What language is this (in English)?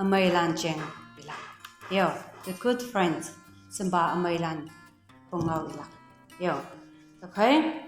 Konyak Naga